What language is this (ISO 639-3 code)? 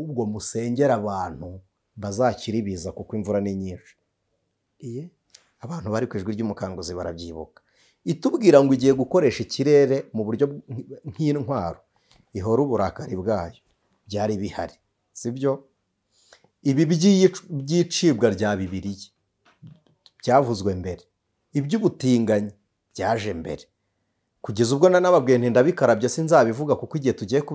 kin